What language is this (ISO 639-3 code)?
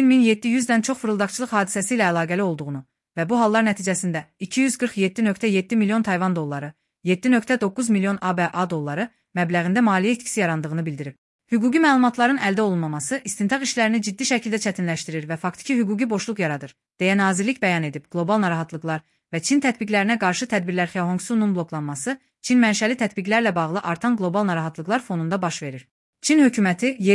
aze